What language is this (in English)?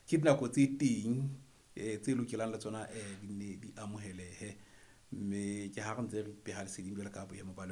Southern Sotho